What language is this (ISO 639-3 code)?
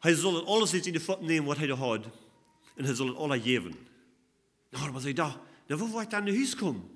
pdt